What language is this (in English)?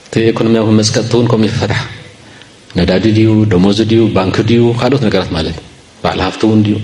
Tigrinya